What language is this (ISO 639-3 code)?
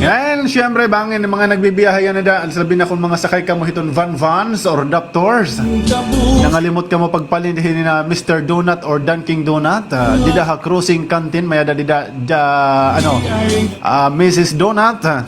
war